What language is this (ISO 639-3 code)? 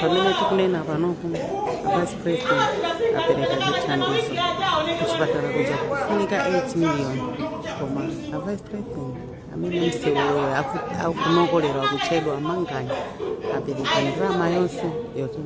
nya